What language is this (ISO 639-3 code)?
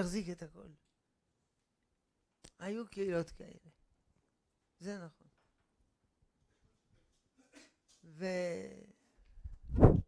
heb